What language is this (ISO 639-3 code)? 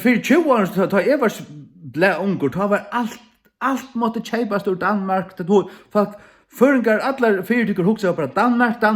fao